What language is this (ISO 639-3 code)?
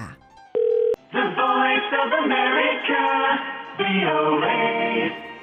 kor